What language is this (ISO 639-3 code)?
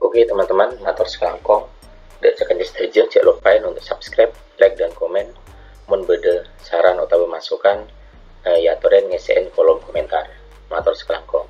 mad